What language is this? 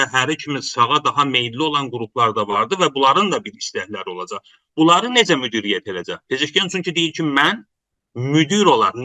South Azerbaijani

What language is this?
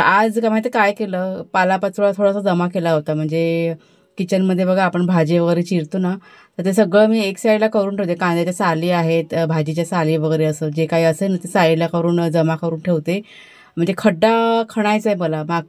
Marathi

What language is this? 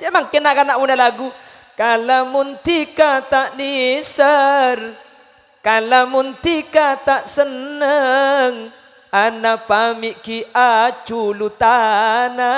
Madurese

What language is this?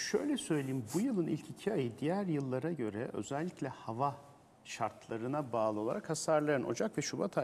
Turkish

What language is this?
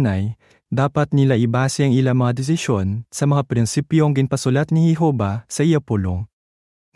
Hiligaynon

